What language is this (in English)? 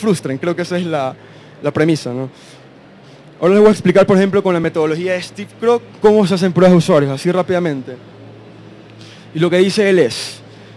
Spanish